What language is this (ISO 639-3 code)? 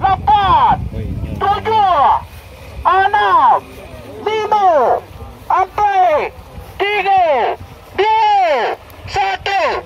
min